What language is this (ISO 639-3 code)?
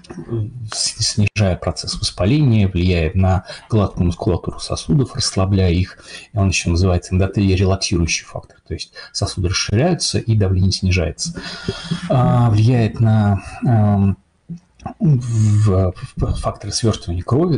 rus